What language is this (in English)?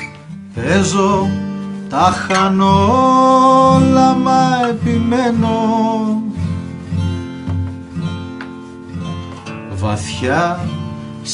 Greek